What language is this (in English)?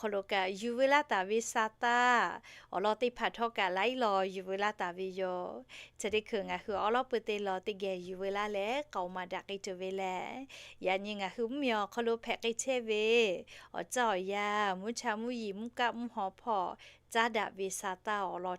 Lahu